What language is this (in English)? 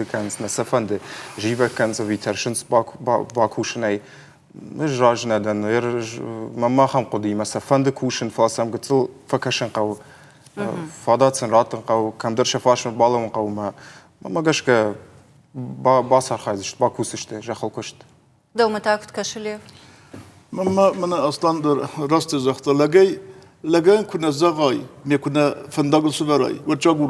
Ossetic